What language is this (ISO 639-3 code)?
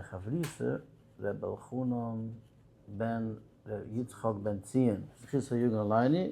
yid